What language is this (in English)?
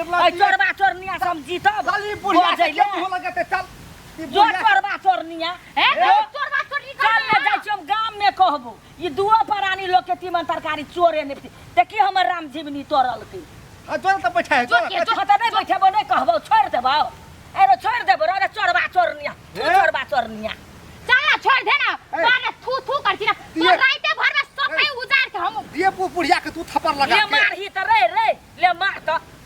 Maithili